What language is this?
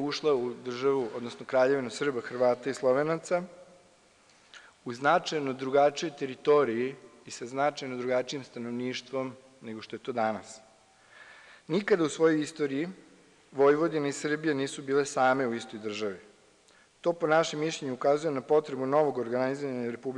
Serbian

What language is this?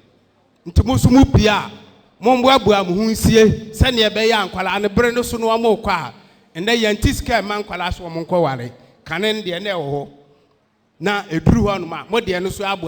Akan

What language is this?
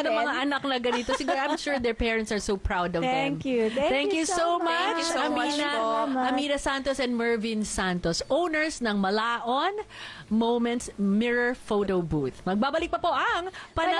Filipino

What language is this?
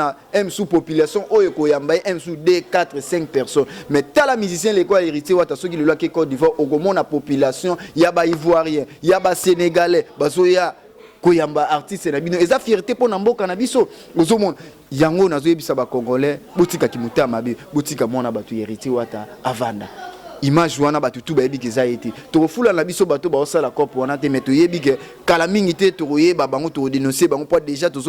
Lingala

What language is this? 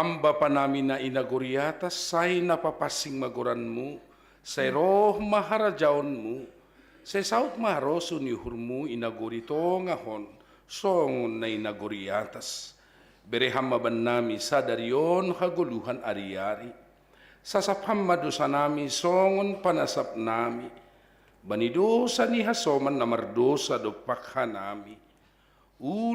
Batak Simalungun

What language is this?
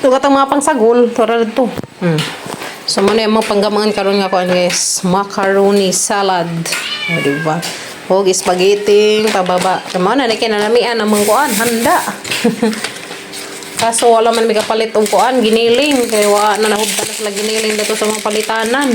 Cebuano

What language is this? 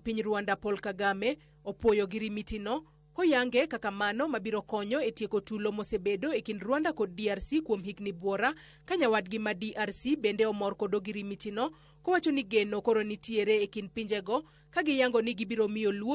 Luo (Kenya and Tanzania)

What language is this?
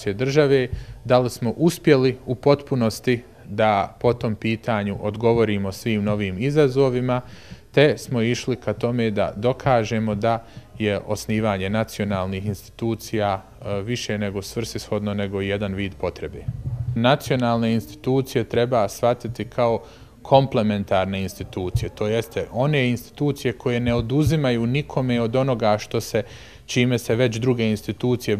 Bosnian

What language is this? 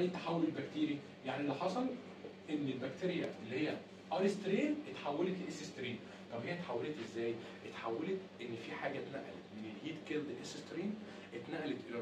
Egyptian Arabic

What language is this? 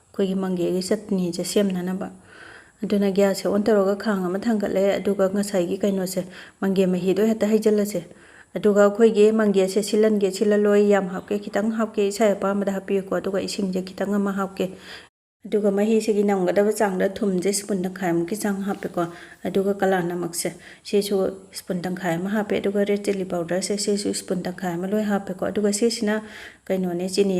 Manipuri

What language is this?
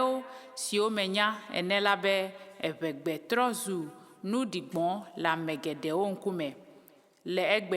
Ewe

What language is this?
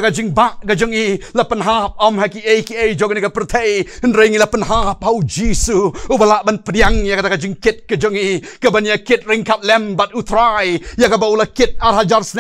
Khasi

